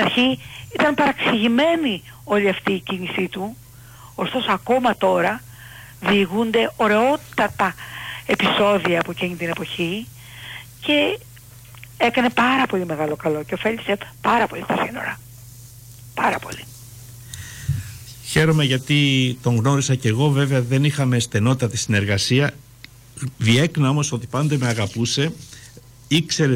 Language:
Greek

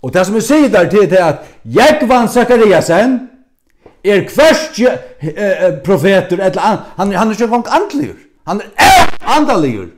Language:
Faroese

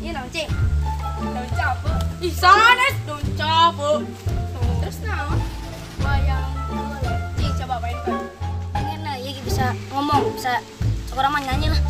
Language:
Sundanese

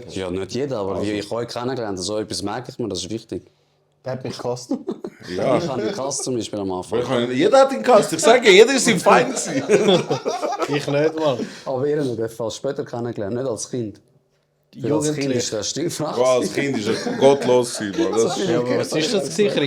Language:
Swiss German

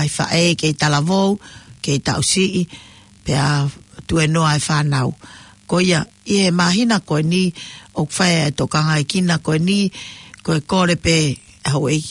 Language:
Tongan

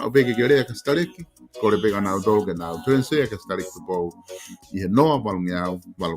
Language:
Tongan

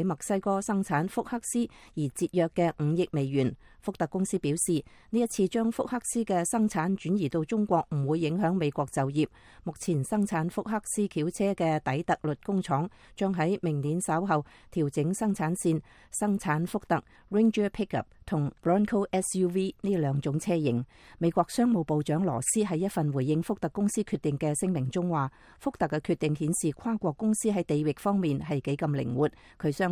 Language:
Cantonese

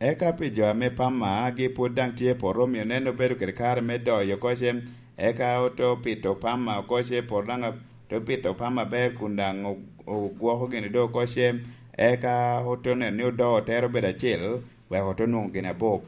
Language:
Lango (Uganda)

